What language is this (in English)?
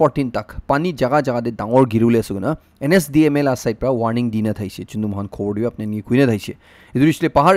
Naga Pidgin